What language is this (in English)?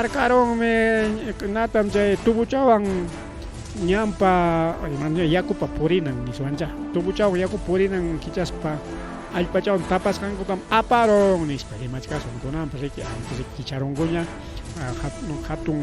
Ayacucho Quechua